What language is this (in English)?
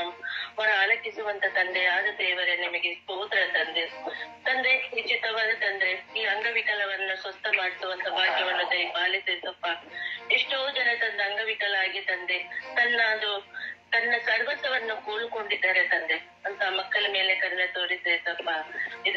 Kannada